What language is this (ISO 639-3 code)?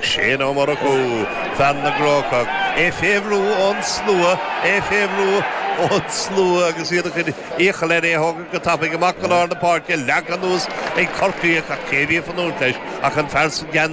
gle